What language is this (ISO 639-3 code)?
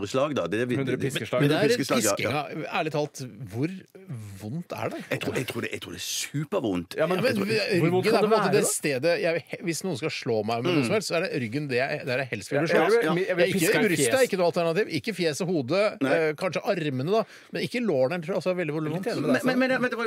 nor